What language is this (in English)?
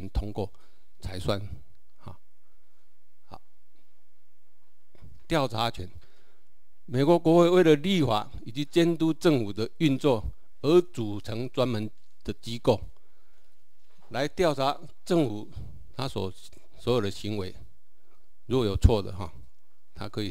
Chinese